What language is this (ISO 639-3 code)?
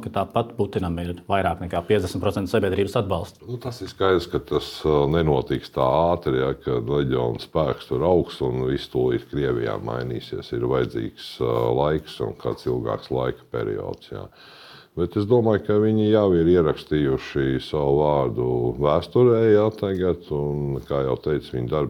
lav